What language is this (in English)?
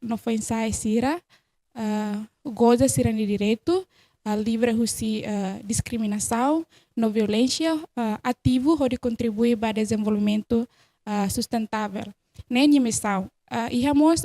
Tetum